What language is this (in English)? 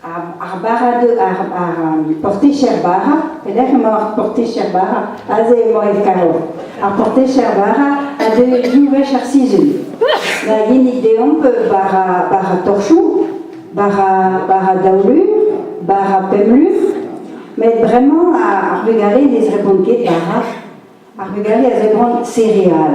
Breton